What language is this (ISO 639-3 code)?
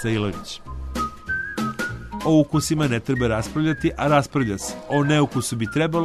srp